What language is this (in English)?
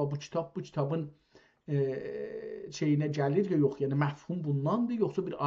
South Azerbaijani